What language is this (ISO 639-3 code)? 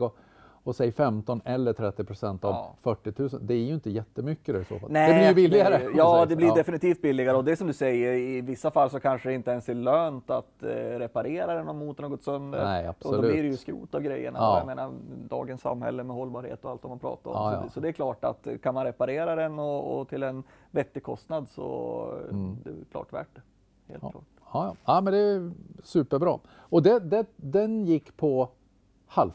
swe